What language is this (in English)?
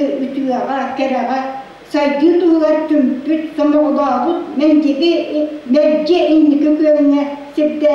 Yakut